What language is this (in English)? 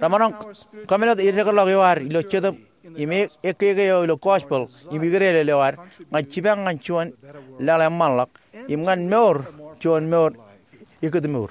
Marshallese